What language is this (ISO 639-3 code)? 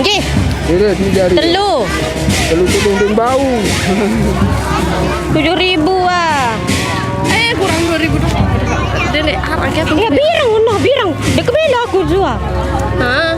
sas